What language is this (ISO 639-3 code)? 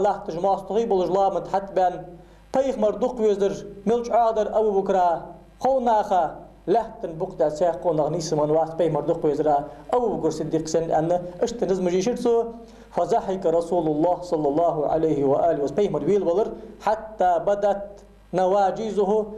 inh